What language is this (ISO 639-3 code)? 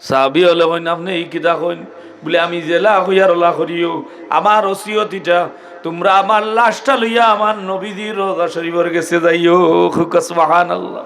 syl